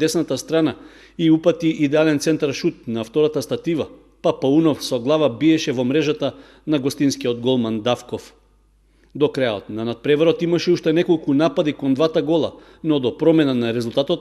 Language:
Macedonian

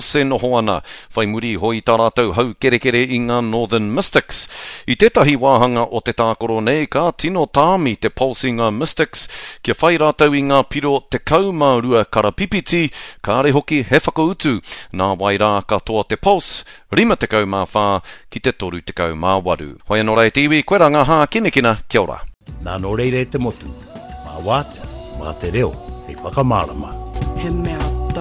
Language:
Māori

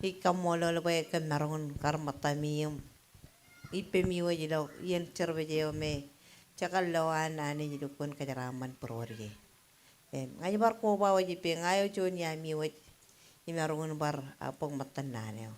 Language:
Marshallese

